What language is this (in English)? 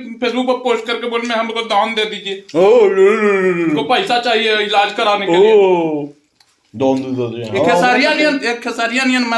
Magahi